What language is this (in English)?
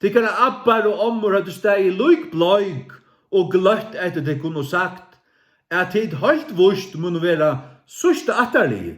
Faroese